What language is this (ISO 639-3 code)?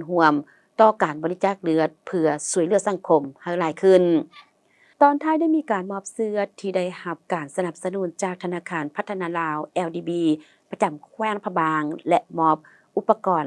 lao